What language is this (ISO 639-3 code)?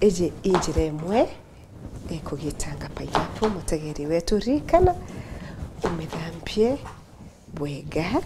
mer